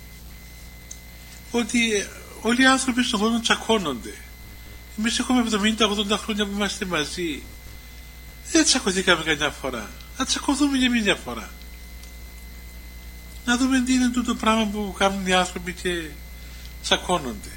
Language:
Greek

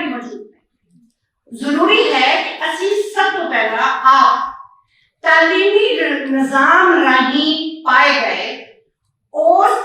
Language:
Western Panjabi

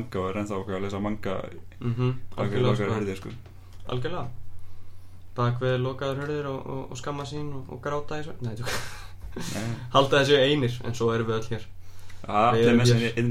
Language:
Icelandic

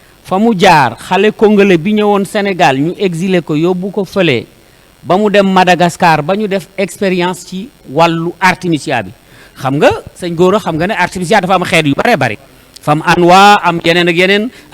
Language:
Wolof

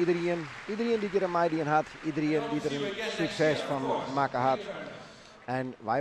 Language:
Western Frisian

